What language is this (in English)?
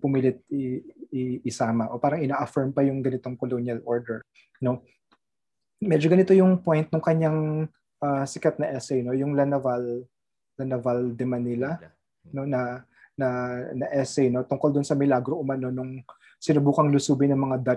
Filipino